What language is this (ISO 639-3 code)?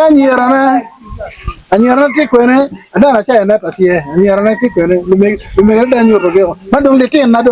ach